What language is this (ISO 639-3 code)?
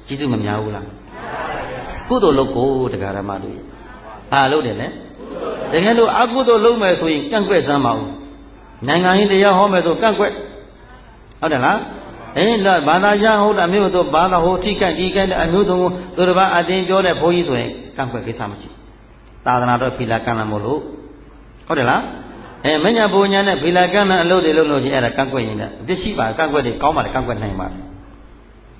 mya